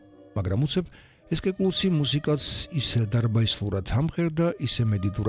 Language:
Georgian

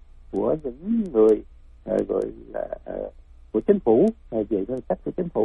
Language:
Vietnamese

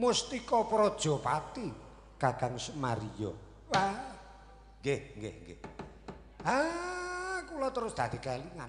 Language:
Javanese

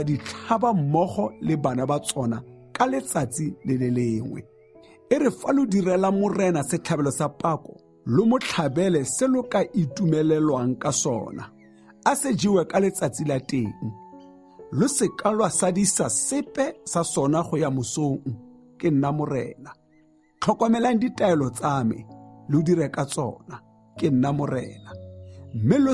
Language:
Tswana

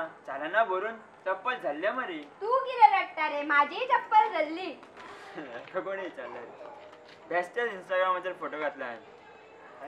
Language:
Konkani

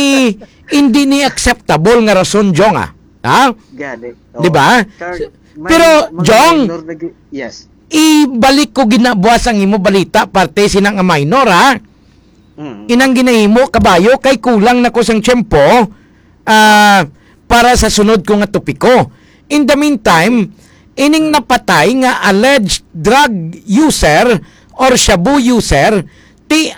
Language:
Hiligaynon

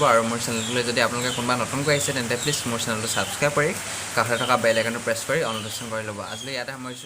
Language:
Assamese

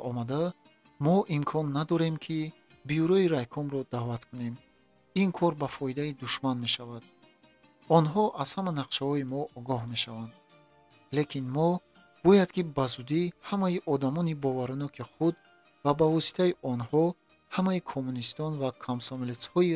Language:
Tajik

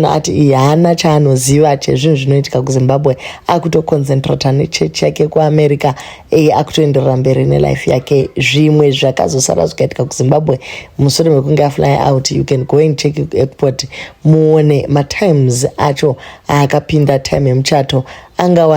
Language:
Shona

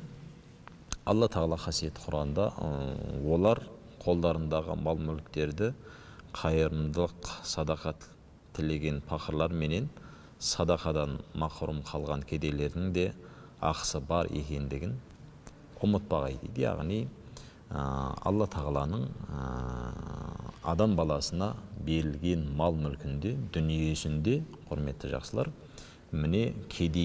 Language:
Kazakh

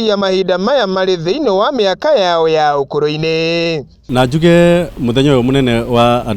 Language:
Kikuyu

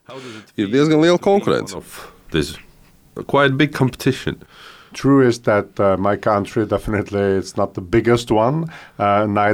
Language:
Latvian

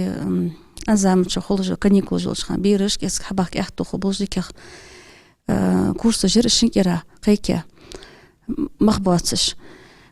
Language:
Ingush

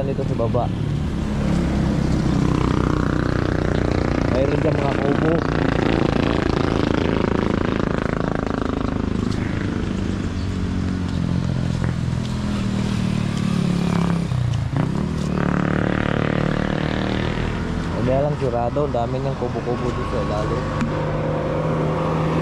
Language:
Filipino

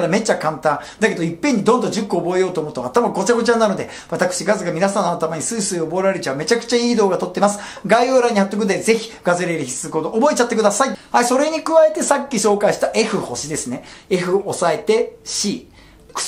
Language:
Japanese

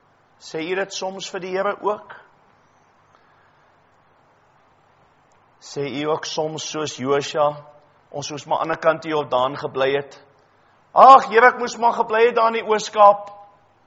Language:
Afrikaans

